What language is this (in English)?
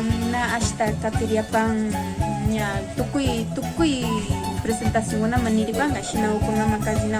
Imbabura Highland Quichua